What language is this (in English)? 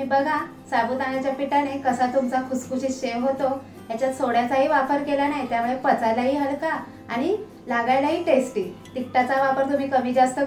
Marathi